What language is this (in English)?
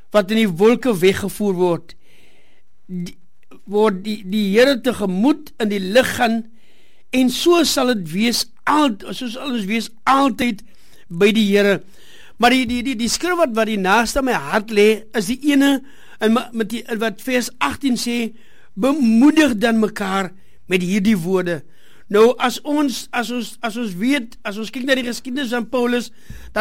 Afrikaans